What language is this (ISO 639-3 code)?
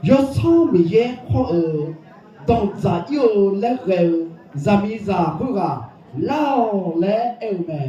ahk